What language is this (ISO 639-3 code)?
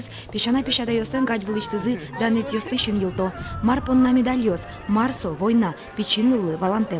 udm